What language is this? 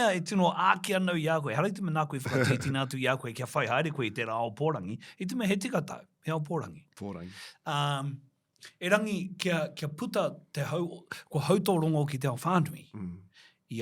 Māori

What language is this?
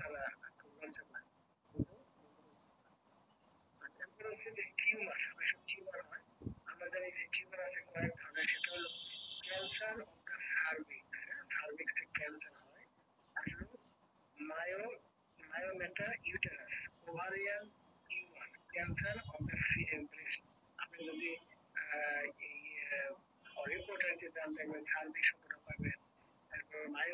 Bangla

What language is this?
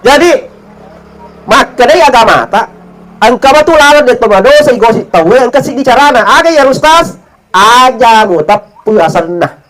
Buginese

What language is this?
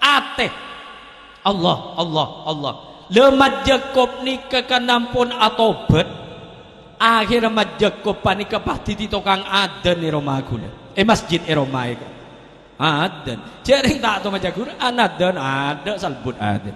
Madurese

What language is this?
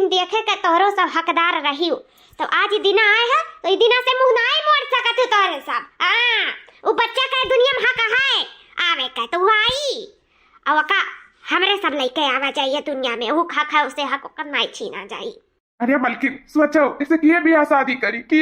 Awadhi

